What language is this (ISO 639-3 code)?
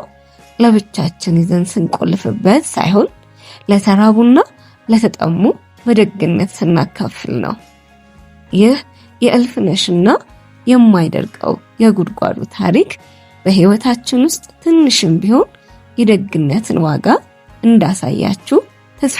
amh